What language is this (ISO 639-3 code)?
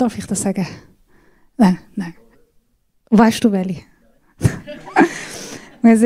gsw